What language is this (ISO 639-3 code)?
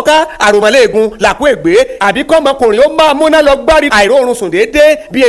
yor